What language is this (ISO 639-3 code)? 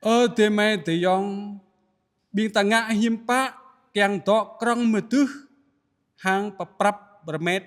jra